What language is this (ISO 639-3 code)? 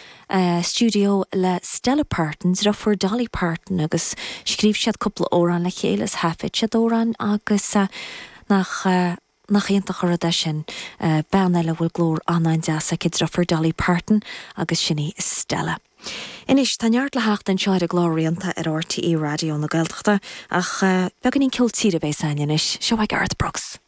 gle